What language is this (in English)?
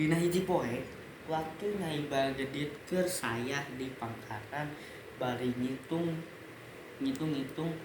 Sundanese